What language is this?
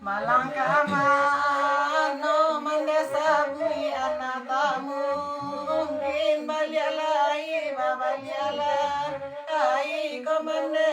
Minangkabau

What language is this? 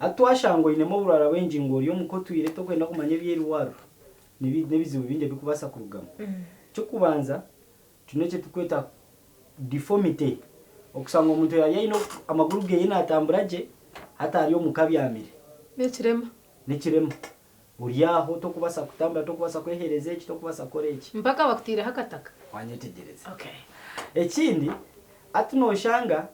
Nyankole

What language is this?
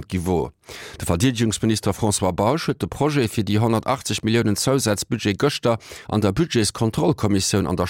Luxembourgish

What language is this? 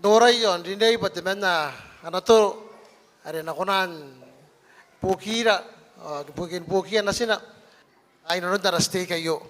Gilbertese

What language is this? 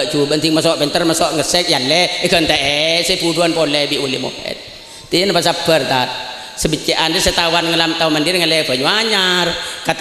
Madurese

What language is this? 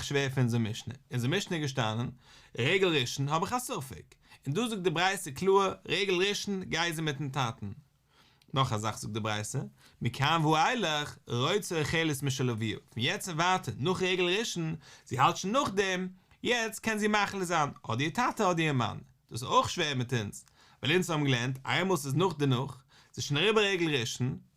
Yiddish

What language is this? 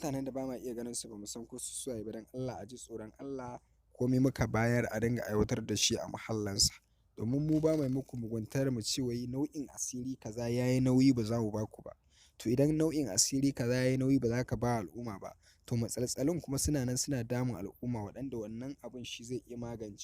Hausa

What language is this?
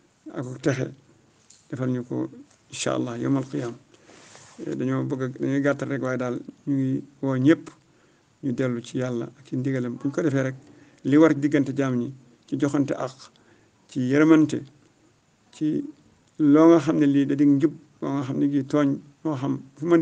Wolof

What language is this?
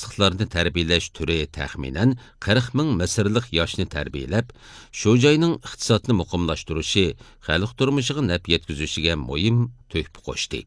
Uyghur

